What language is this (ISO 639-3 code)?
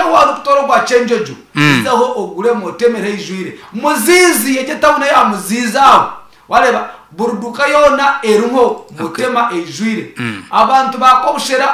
nyn